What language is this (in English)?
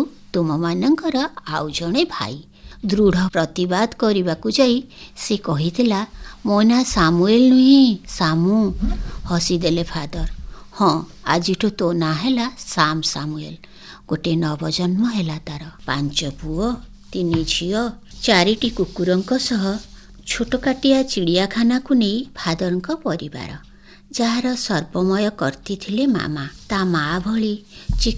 Odia